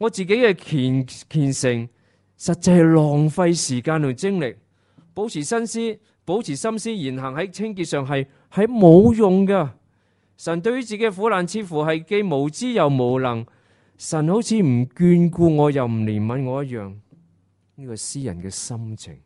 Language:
Cantonese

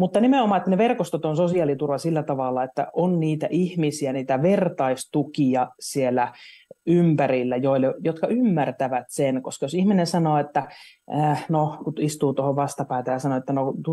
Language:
Finnish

